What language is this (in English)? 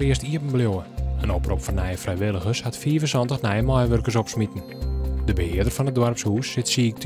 Western Frisian